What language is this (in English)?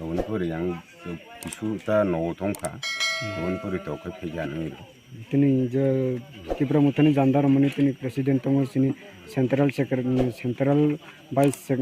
Kok Borok